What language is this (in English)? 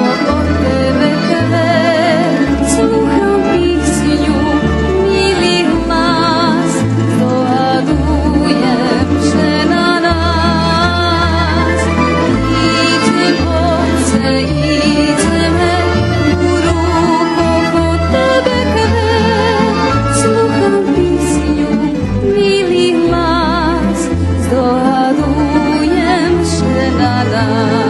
Rusyn